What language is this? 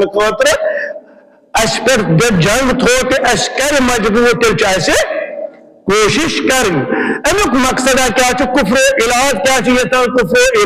Kashmiri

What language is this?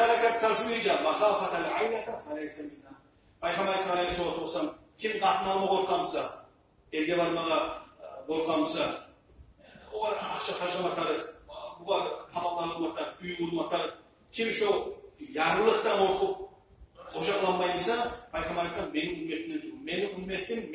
Kumyk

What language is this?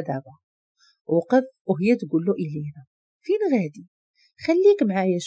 Moroccan Arabic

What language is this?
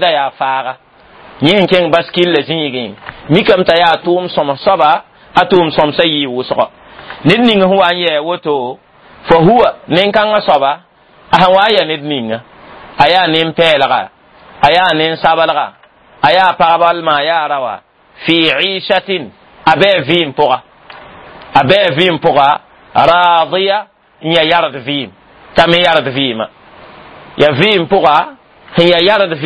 Mossi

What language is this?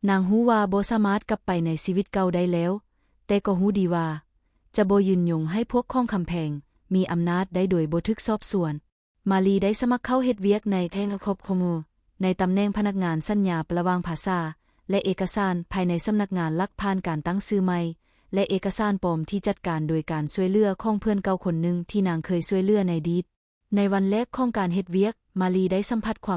Lao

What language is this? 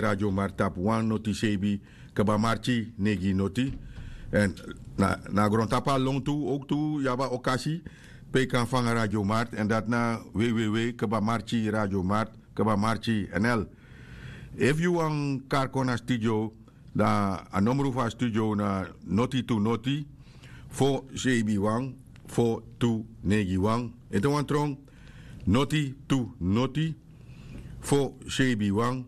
Sranan Tongo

